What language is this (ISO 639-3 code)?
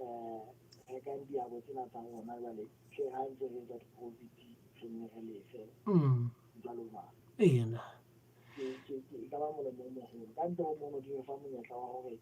sot